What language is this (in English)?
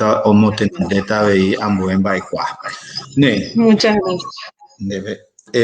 Guarani